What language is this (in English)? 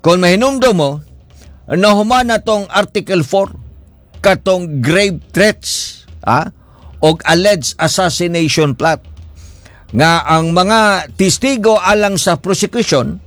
Cebuano